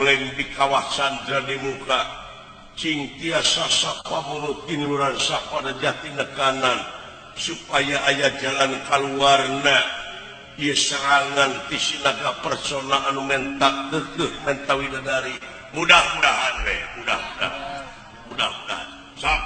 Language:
Sundanese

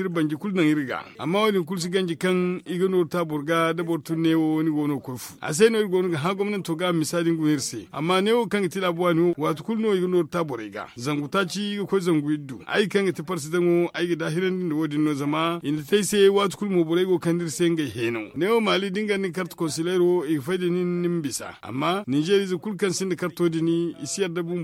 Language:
Zarma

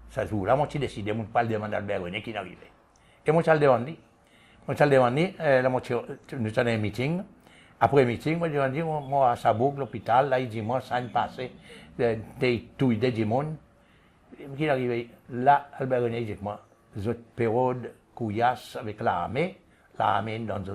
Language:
Seselwa Creole French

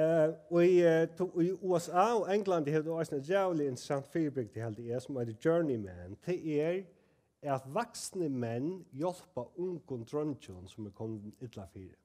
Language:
Faroese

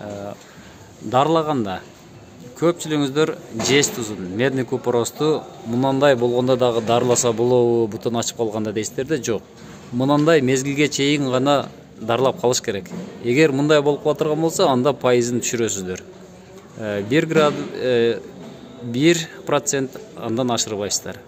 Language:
Kyrgyz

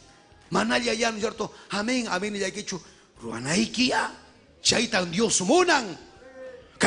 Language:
Ayacucho Quechua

